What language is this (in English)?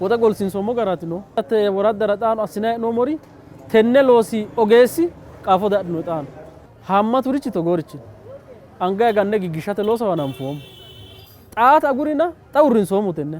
Sidamo